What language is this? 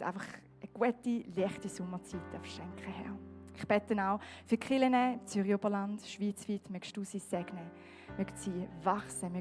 Swiss German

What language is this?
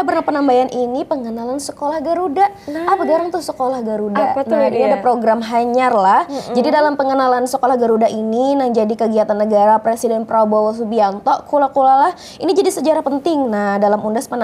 Banjar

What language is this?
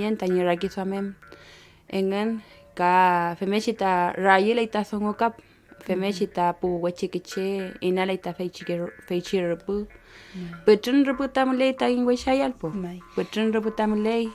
Mapuche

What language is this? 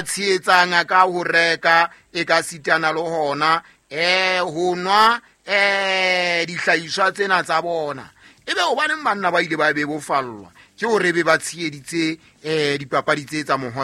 Southern Sotho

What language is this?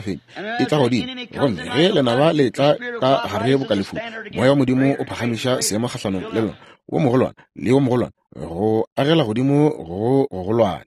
Northern Sotho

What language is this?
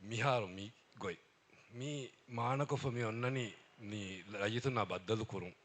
Divehi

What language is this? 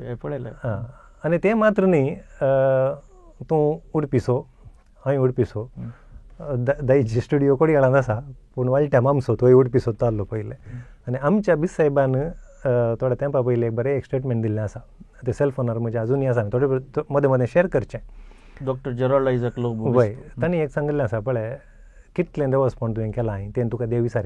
Konkani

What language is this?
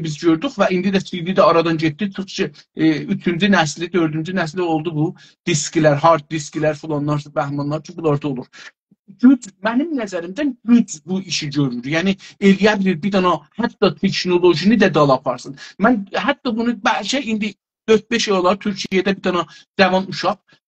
South Azerbaijani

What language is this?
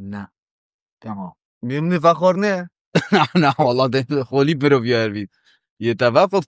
Kurdish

